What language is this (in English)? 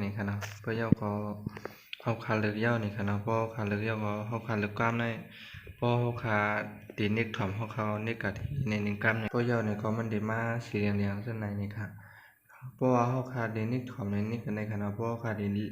Shan